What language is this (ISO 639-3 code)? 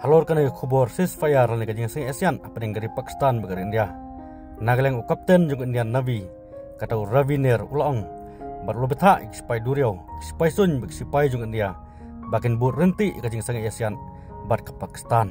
kha